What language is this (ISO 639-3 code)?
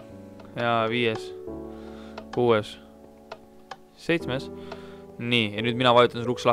est